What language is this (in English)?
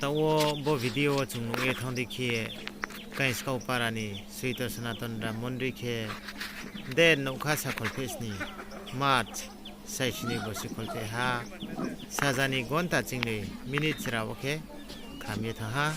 Riang (India)